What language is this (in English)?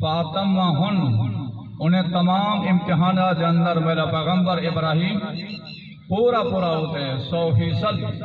Saraiki